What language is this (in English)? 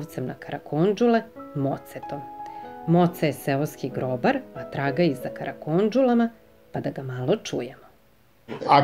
Serbian